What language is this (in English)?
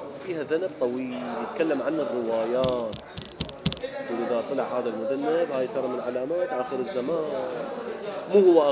Mesopotamian Arabic